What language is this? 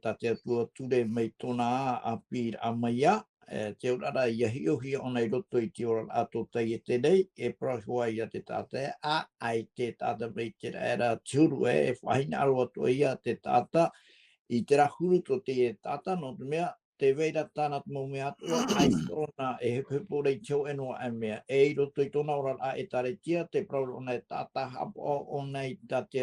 Tahitian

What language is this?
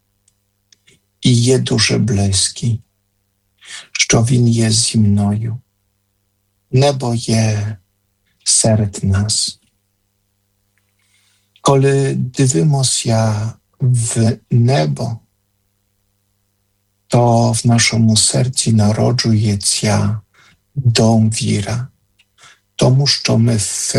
Ukrainian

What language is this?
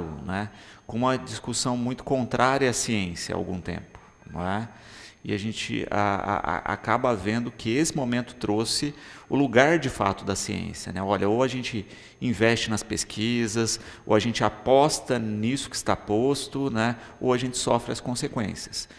Portuguese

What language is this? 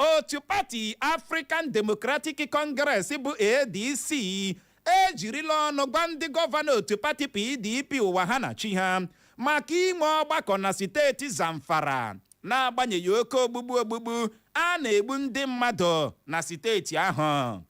Igbo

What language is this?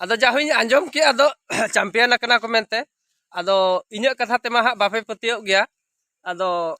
Santali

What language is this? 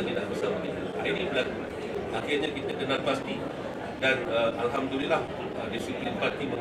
Malay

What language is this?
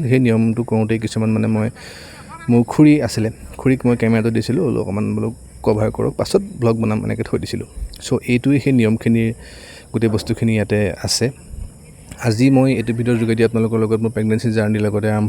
Assamese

